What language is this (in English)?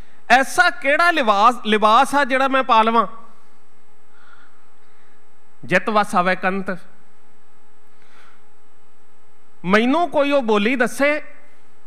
Punjabi